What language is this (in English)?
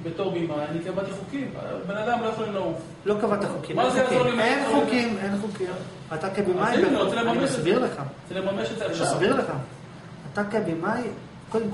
Hebrew